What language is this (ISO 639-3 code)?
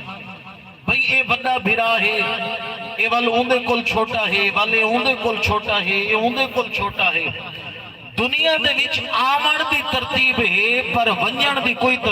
skr